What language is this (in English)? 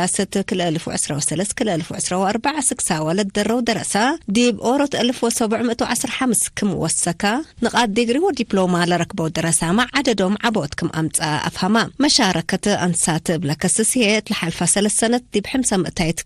Tigre